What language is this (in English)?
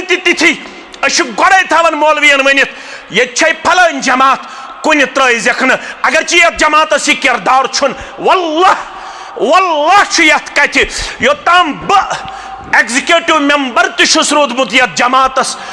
Kashmiri